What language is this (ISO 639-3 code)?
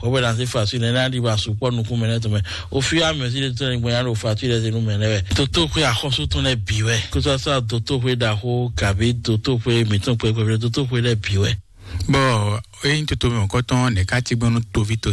fon